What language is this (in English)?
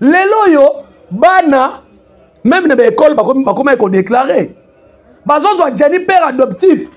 Lingala